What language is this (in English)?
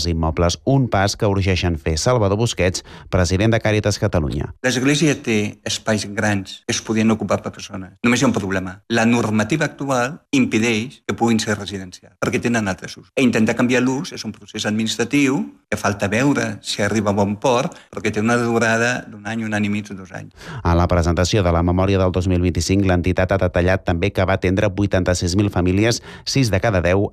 Catalan